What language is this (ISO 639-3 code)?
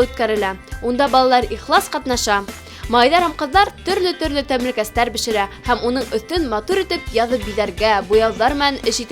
bak